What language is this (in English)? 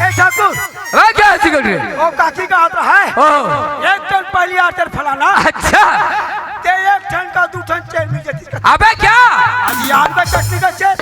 Chhattisgarhi